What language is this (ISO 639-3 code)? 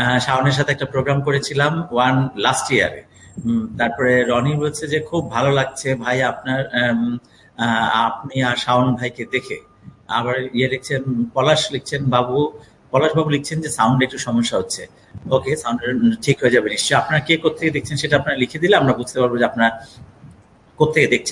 ben